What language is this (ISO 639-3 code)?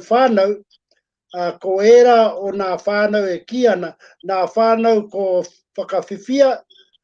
mri